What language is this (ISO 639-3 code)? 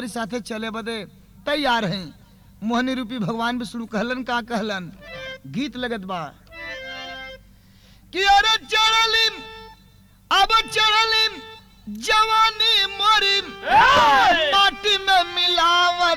bho